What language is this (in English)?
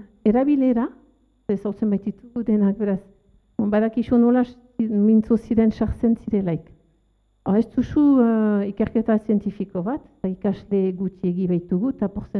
Basque